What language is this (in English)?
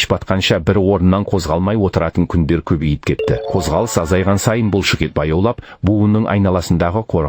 Kazakh